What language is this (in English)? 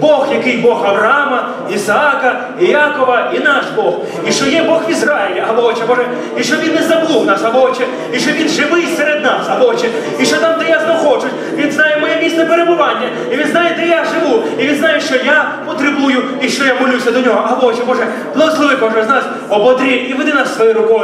Ukrainian